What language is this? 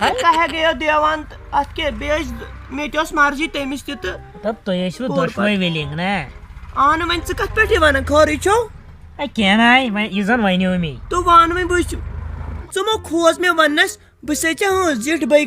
Kashmiri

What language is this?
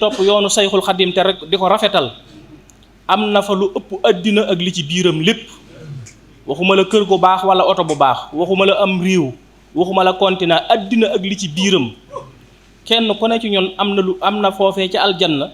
Wolof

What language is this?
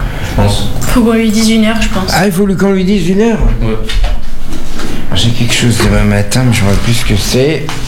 French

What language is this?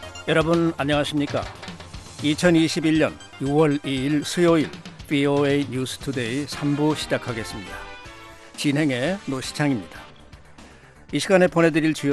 Korean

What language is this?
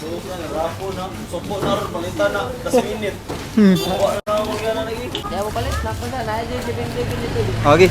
Cebuano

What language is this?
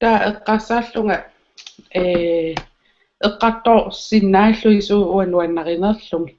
Kalaallisut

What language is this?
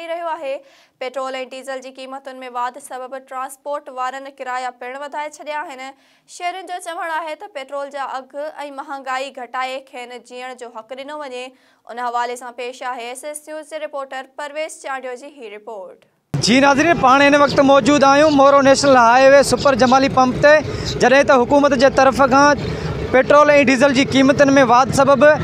Sindhi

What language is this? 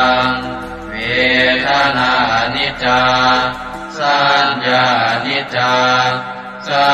Pali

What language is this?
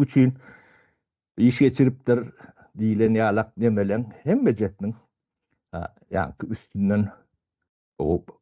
Turkmen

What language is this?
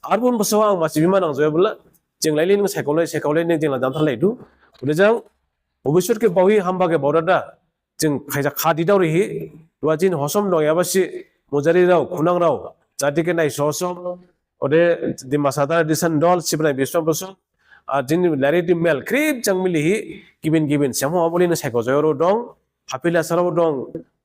Dimasa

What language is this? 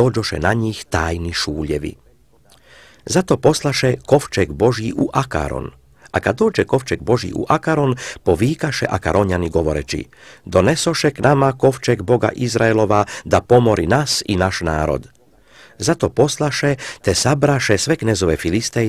Croatian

